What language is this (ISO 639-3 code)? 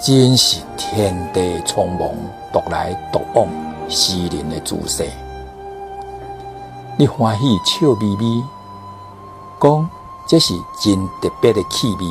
nan